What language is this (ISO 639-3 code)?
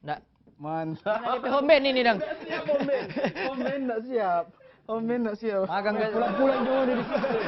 xmm